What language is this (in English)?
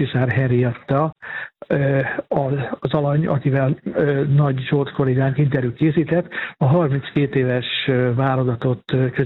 Hungarian